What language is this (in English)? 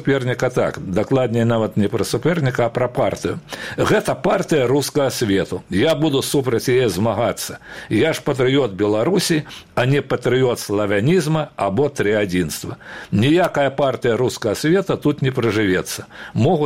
Belarusian